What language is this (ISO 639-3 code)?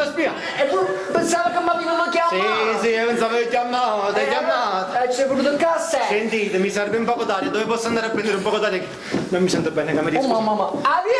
nap